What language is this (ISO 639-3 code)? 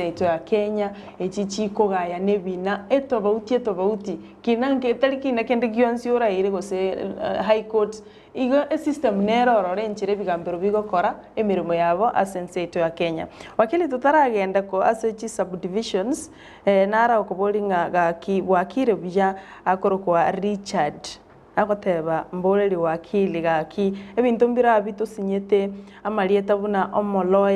guz